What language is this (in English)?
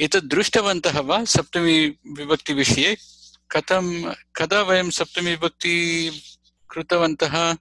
Sanskrit